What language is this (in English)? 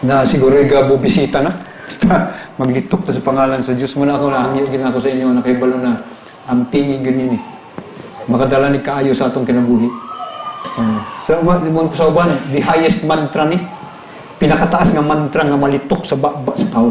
Cebuano